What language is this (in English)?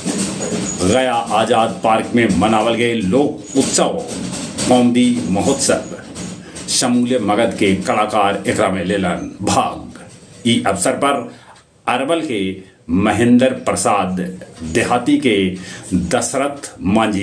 Magahi